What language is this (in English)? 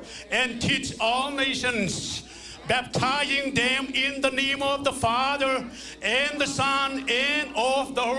Tedim Chin